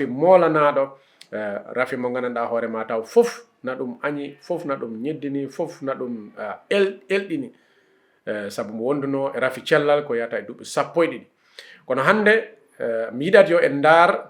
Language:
Fula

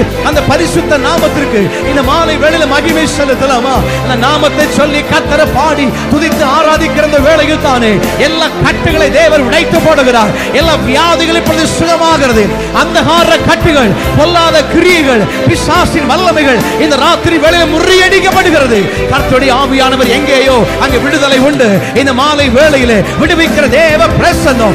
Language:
Tamil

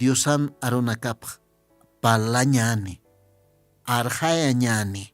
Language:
Aymara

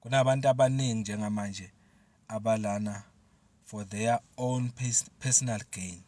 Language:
Zulu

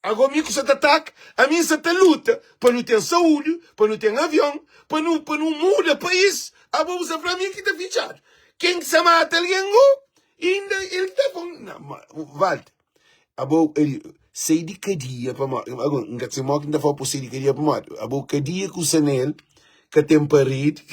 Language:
Kabuverdianu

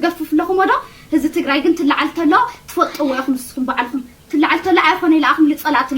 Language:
Tigrinya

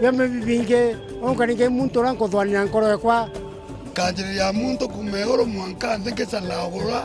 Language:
Meru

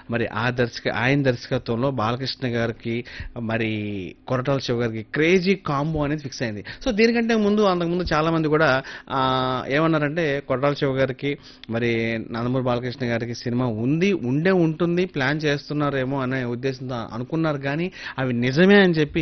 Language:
Telugu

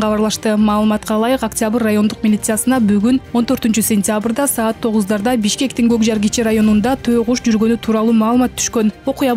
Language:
Kyrgyz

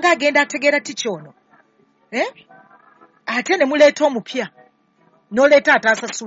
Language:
Ganda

